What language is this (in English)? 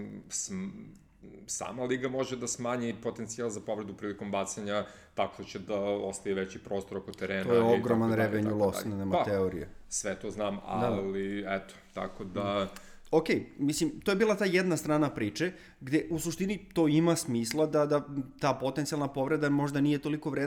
Serbian